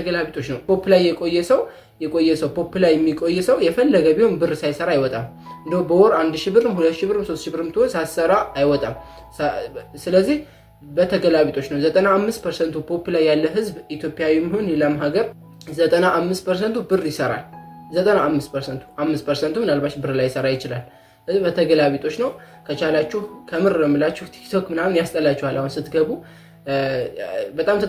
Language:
Amharic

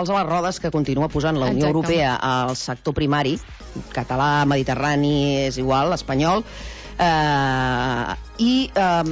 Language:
Catalan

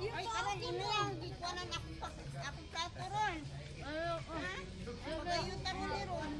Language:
Cebuano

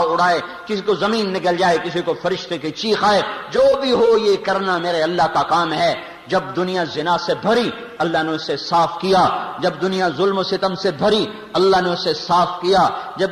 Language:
Urdu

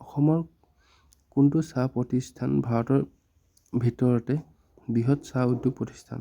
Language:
Assamese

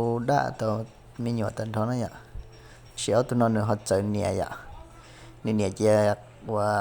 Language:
Hmong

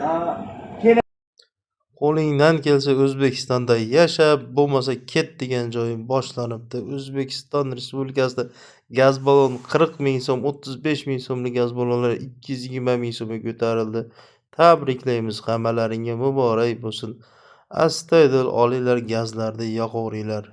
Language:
Uzbek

